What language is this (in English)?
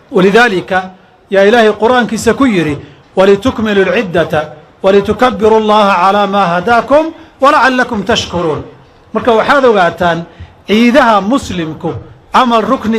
Somali